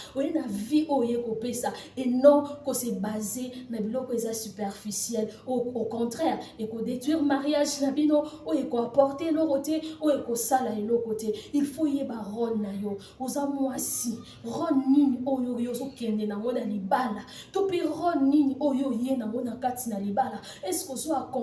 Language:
Lingala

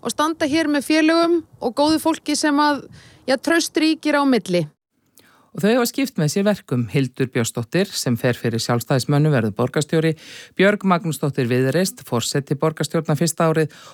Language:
Icelandic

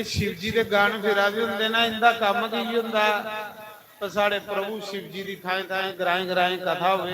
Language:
Dogri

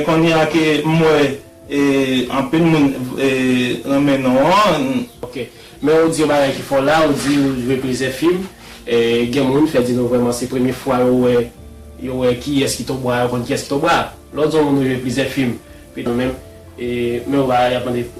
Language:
Haitian Creole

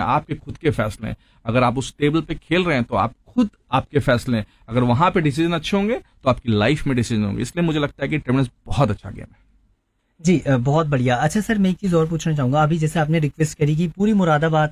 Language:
Hindi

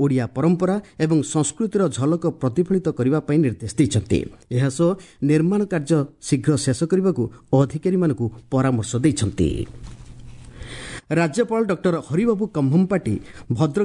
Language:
Odia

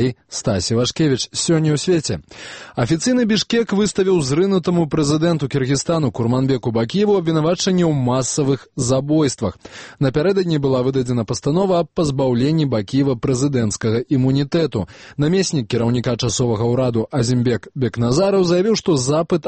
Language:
Belarusian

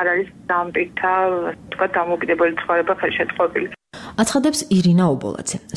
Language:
Georgian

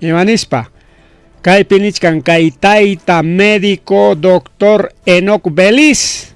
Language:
Ayacucho Quechua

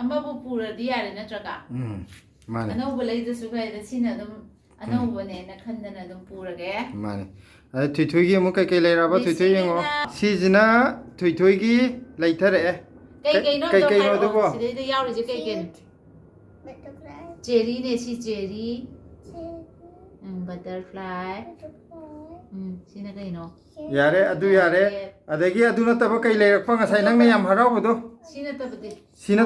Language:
Manipuri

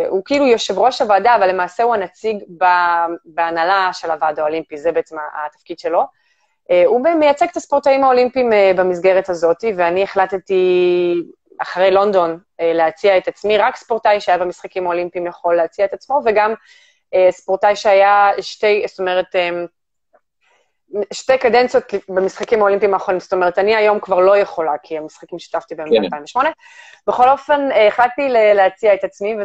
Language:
Hebrew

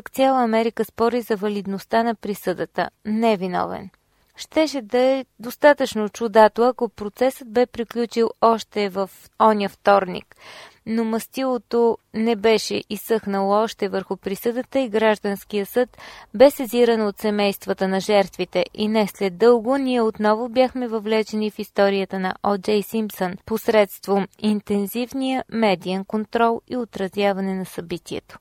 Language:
Bulgarian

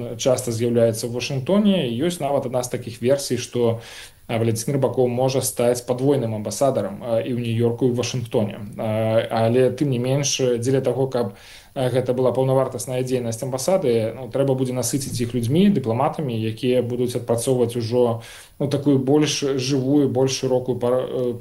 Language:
Belarusian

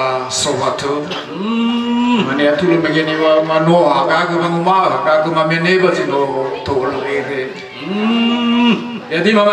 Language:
Nias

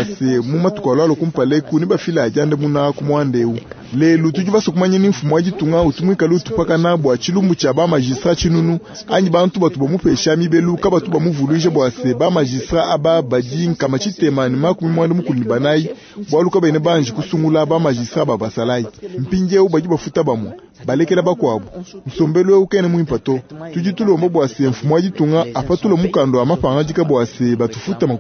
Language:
Luba-Lulua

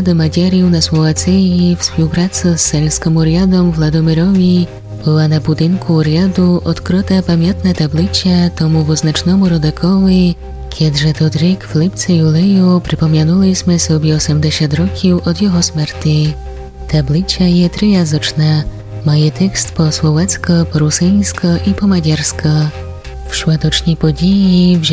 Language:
Rusyn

